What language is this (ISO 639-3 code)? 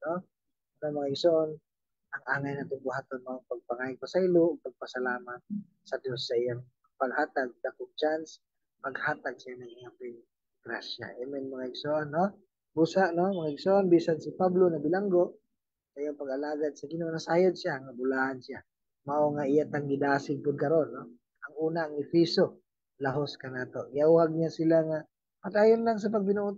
ceb